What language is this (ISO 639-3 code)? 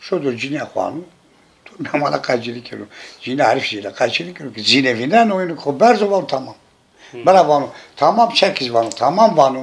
zza